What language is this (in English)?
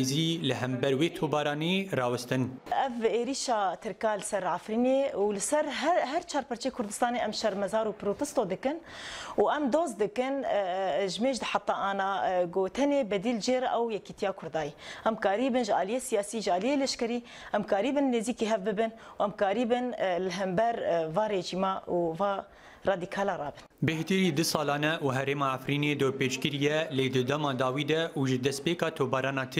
Kurdish